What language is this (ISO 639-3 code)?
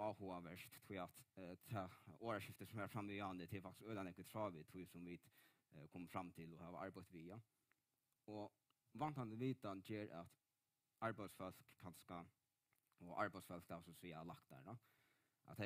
fao